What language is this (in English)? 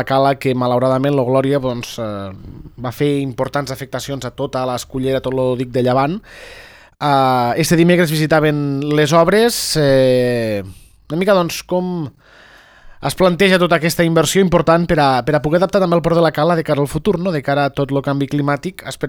Catalan